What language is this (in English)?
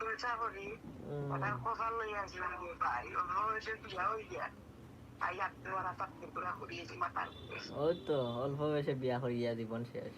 Sylheti